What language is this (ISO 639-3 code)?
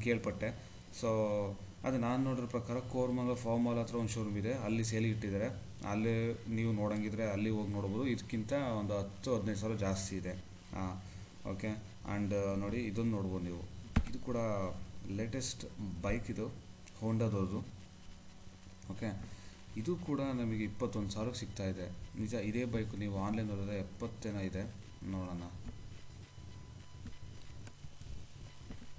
kan